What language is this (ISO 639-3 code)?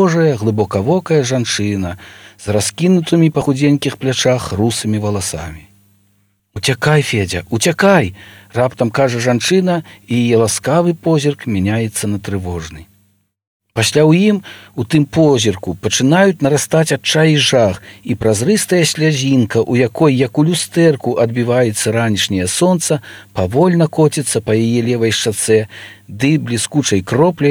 bel